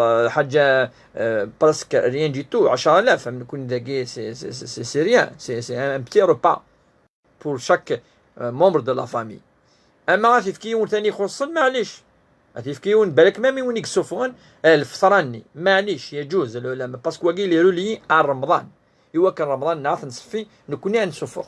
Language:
Kabyle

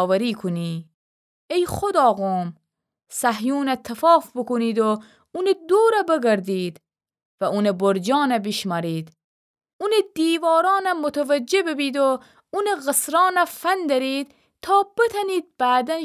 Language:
Gilaki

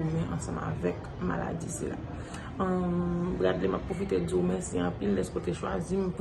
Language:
Haitian Creole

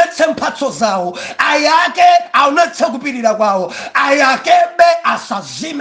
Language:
Nyanja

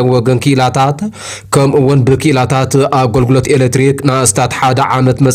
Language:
Tigrinya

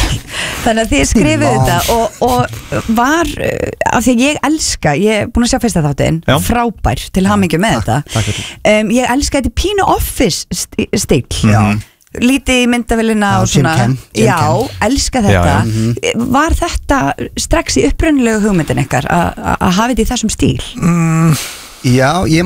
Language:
Icelandic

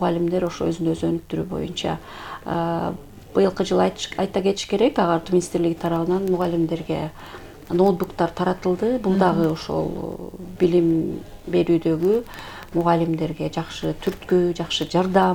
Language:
Kyrgyz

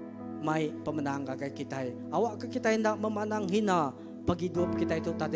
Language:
Iban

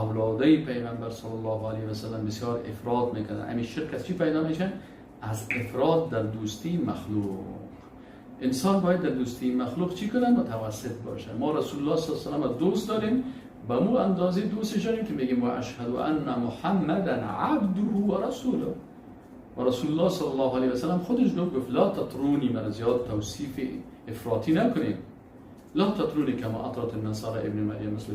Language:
Persian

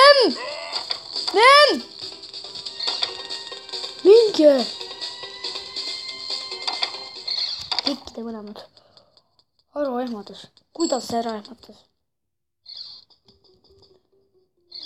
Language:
Estonian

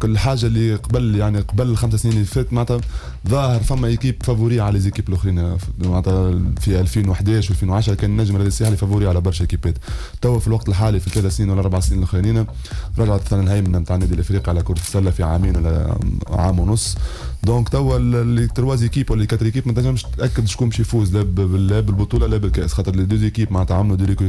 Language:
Tunisian Arabic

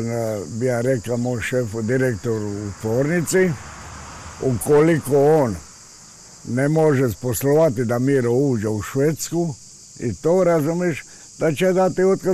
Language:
Croatian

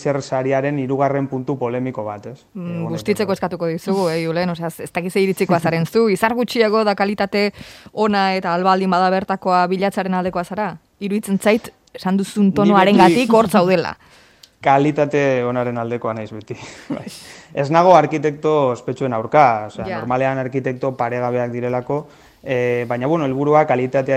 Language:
Basque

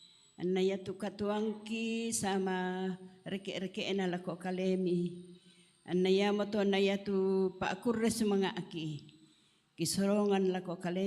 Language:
Toraja-Sa'dan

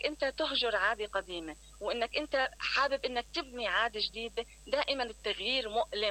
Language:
Mesopotamian Arabic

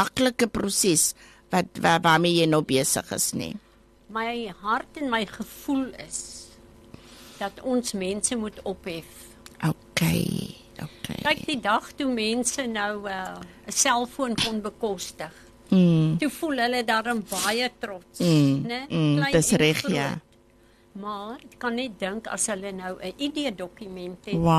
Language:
Afrikaans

